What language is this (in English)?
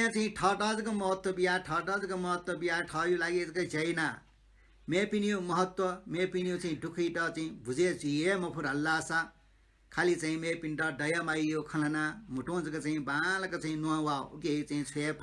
Newari